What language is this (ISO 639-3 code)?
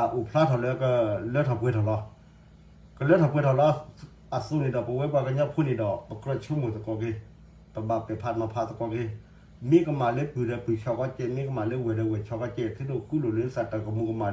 ksw